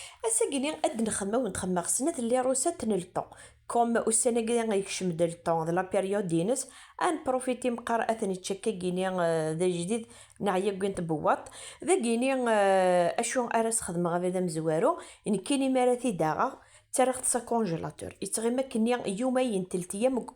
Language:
Kabyle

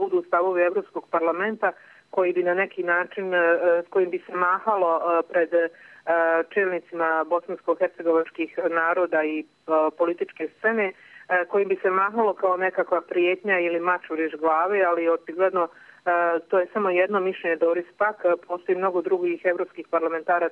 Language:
Bosnian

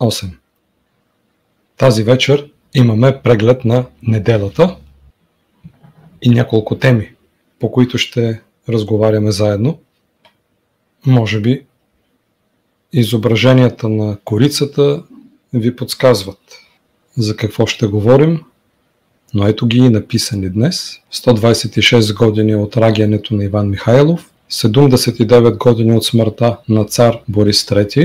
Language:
Bulgarian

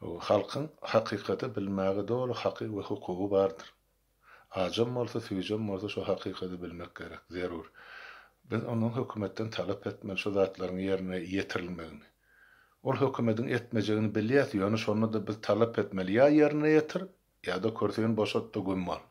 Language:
Turkmen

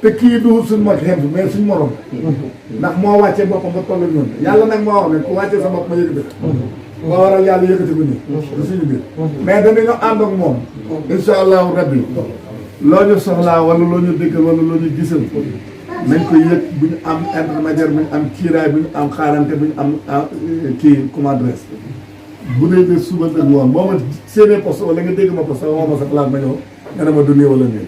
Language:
Wolof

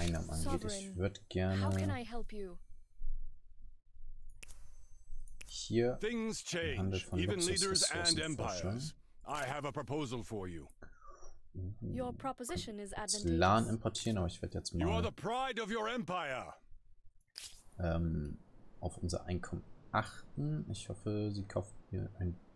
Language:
German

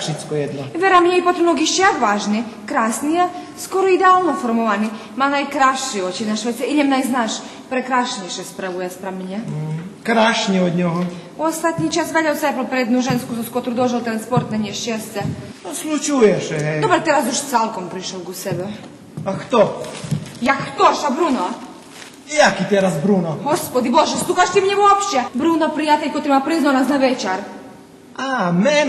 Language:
Rusyn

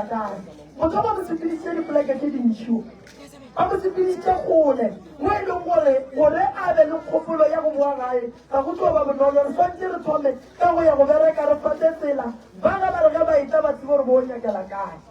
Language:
Northern Sotho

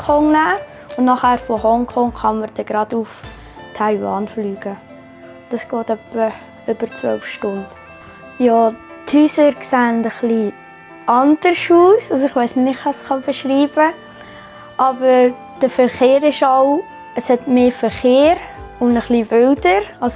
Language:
Swiss German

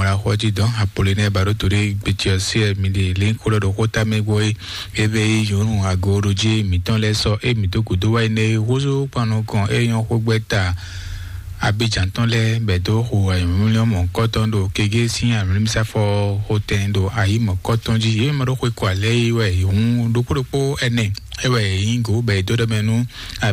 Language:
Fon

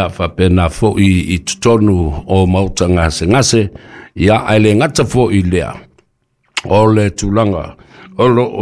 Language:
Samoan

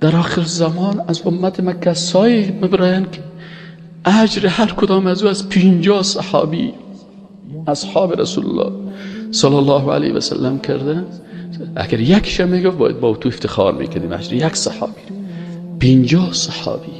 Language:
Persian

